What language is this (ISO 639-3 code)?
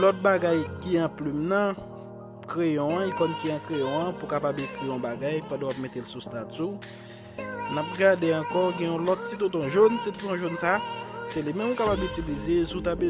hat